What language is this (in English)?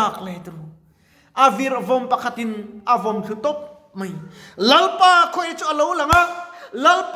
Mizo